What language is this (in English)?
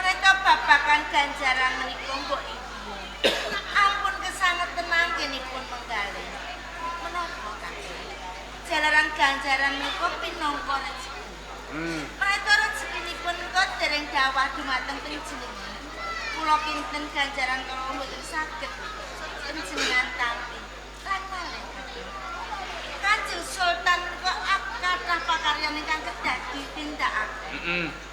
Javanese